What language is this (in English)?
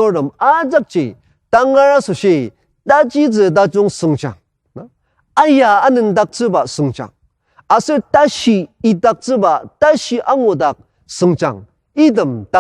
Ao Naga